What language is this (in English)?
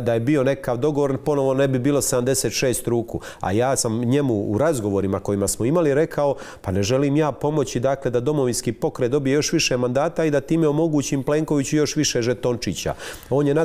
Croatian